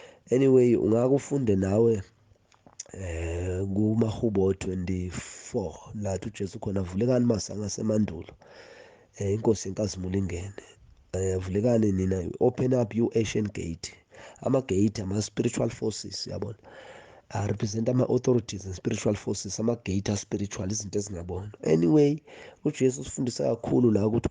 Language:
Zulu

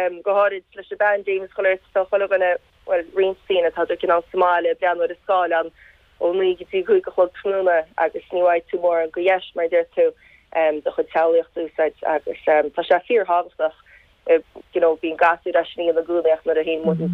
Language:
Irish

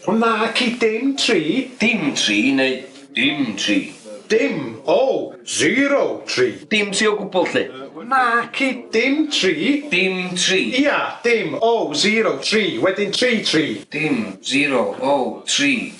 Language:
Welsh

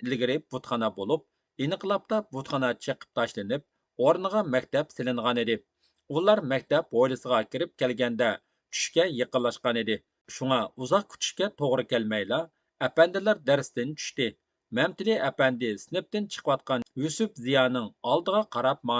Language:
Uyghur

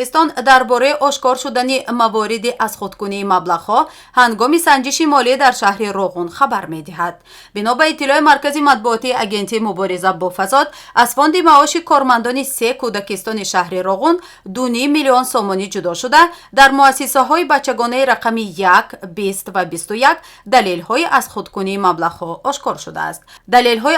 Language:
Tajik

